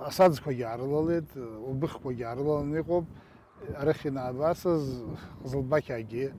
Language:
Abkhazian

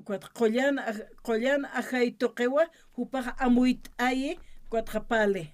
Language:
Aymara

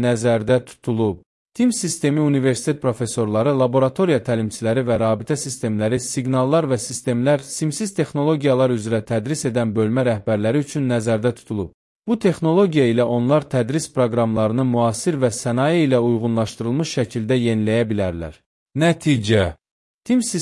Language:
Azerbaijani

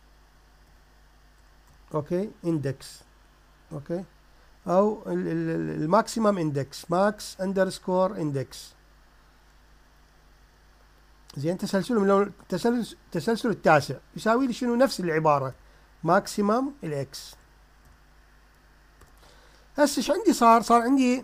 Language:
Mesopotamian Arabic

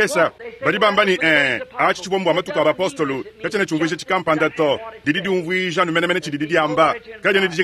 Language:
Luba-Lulua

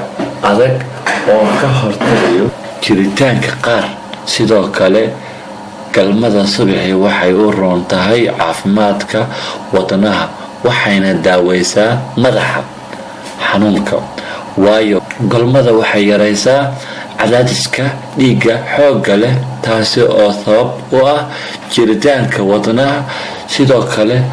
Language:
Somali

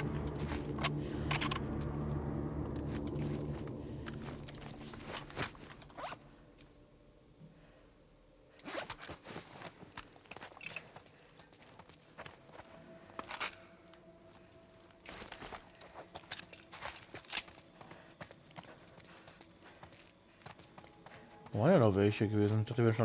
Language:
German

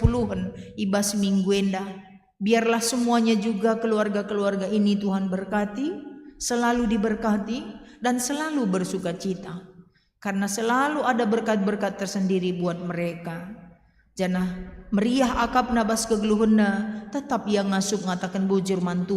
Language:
Batak Karo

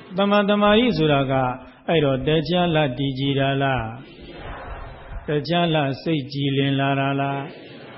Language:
Burmese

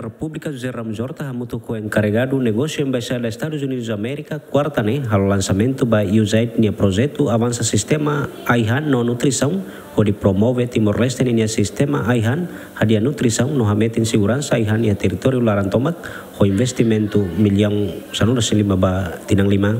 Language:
Tetum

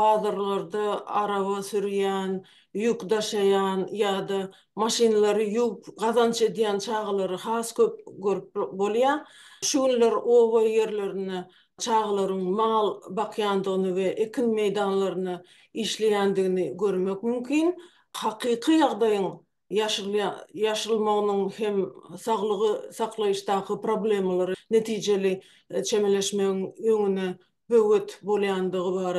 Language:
Turkmen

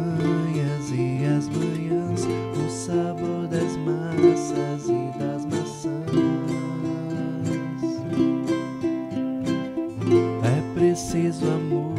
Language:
Portuguese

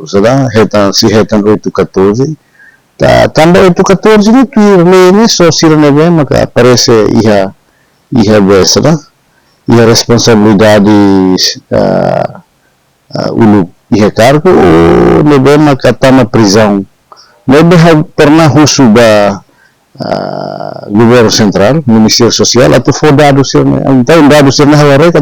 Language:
Tetum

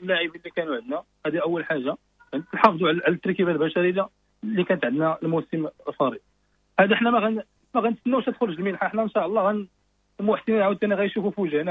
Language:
Moroccan Arabic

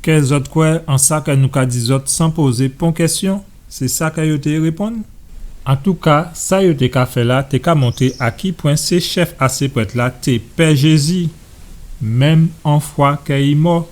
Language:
Guadeloupean Creole French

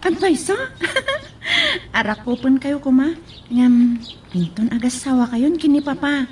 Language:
Iloko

